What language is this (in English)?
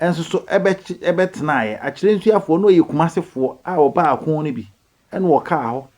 Akan